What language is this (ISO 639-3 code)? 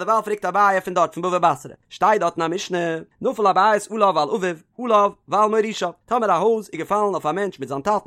yid